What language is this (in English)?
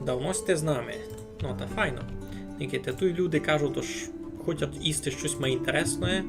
Rusyn